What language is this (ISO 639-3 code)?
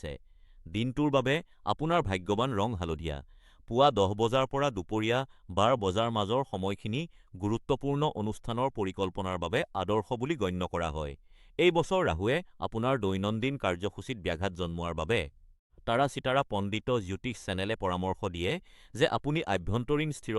asm